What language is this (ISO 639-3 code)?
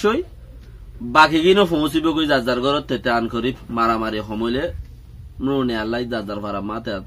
rhg